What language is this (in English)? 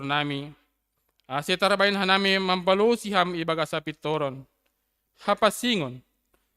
Batak Simalungun